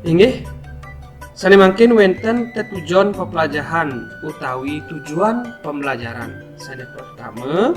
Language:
Balinese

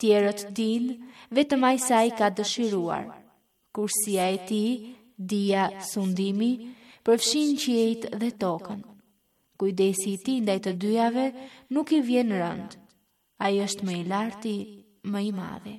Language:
Albanian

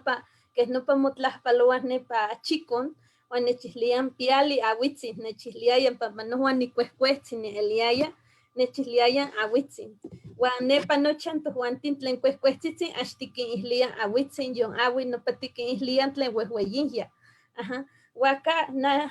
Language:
Eastern Huasteca Nahuatl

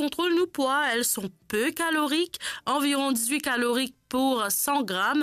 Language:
Morisyen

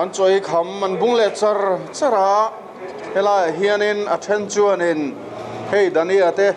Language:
Mizo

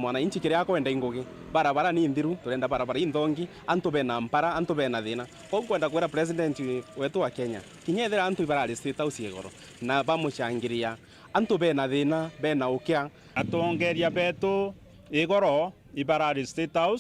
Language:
Meru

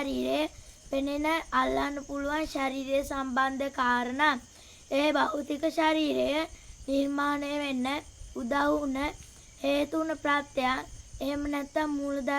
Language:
Sinhala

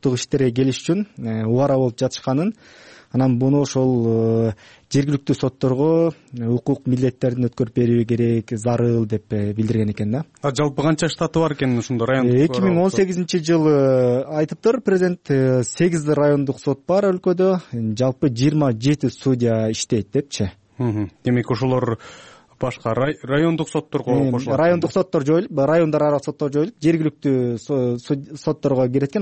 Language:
Kyrgyz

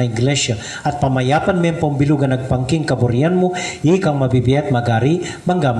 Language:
Pampanga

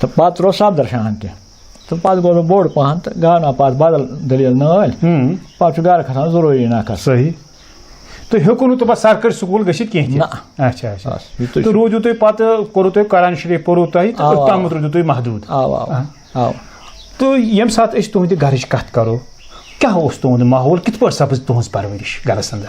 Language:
Kashmiri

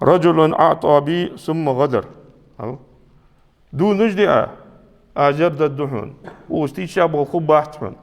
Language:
Ingush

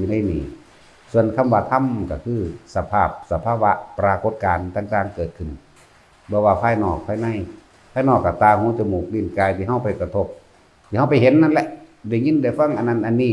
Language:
Northeastern Thai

